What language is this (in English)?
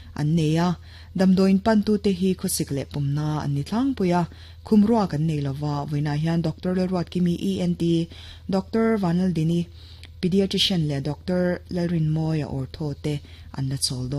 Mizo